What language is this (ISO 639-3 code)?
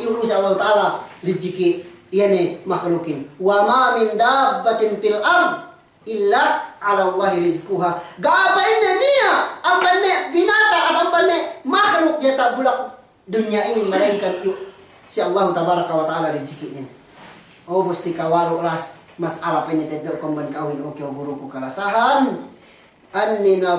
yka